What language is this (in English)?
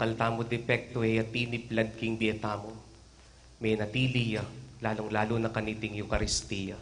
Pampanga